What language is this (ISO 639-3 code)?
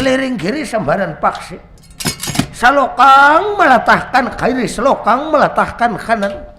bjn